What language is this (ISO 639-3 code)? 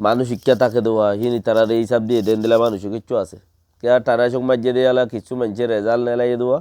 rhg